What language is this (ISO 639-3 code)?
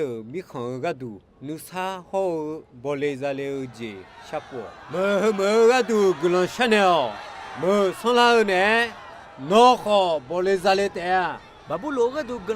ahk